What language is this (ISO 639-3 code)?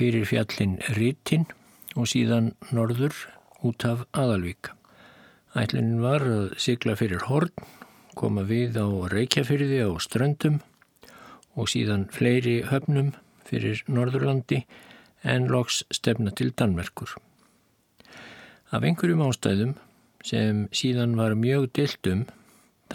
isl